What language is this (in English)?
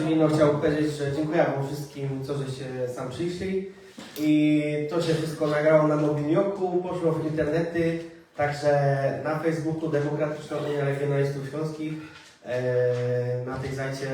Silesian